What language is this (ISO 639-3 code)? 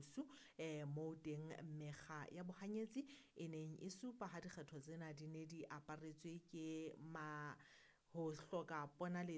sot